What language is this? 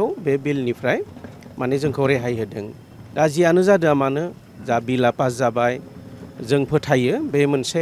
Bodo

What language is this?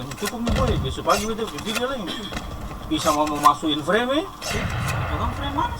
Ambonese Malay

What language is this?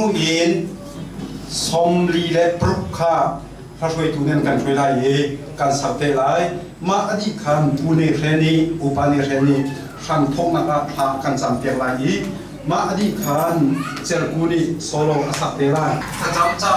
Hakha Chin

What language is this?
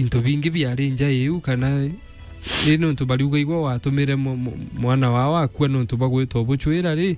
Meru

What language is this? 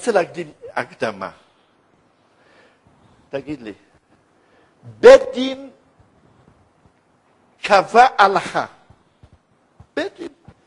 Hebrew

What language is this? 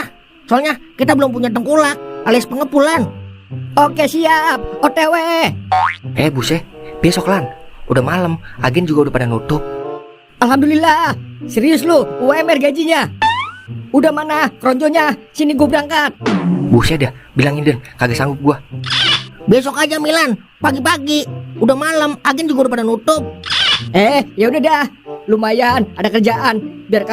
Betawi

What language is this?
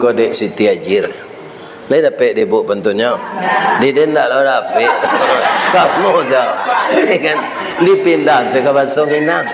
Minangkabau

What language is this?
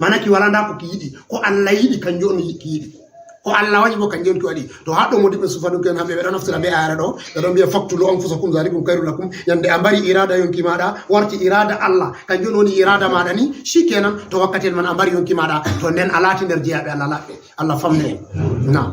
Fula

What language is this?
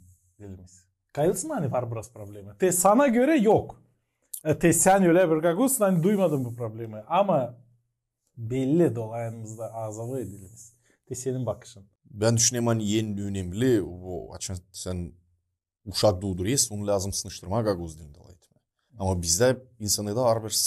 Gagauz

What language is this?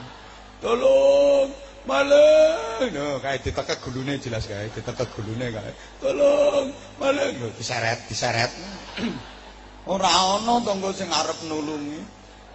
Javanese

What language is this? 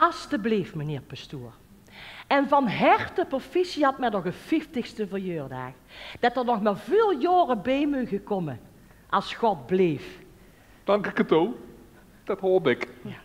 Limburgish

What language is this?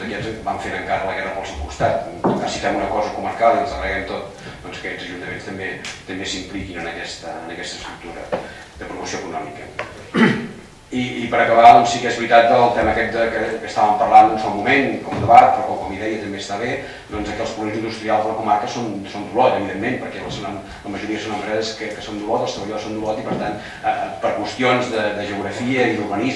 Catalan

